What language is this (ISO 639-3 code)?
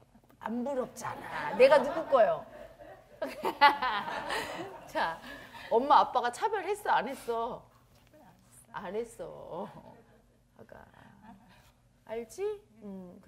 kor